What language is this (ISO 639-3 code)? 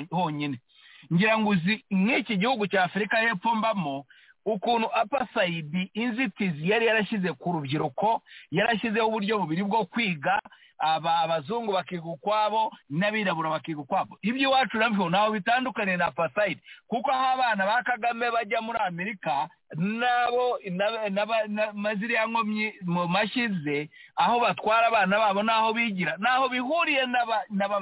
kin